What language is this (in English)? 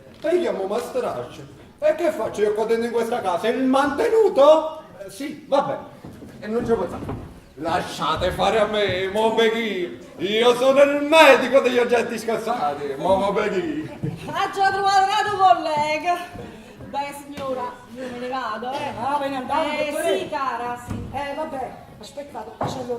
Neapolitan